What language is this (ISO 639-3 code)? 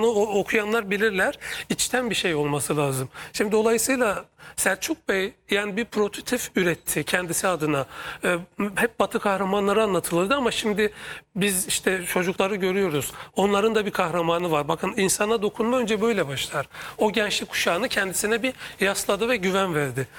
tur